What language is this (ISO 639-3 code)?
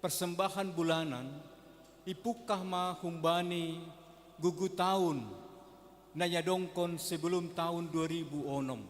bts